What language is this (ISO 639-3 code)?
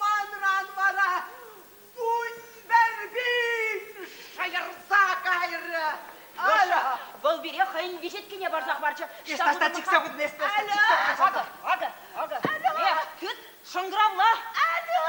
chv